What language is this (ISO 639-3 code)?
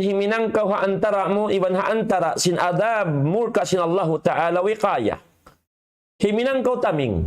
tsg